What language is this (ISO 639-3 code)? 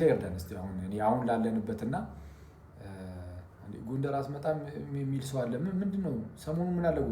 amh